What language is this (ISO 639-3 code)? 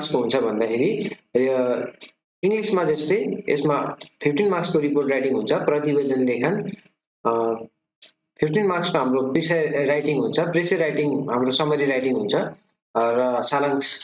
nep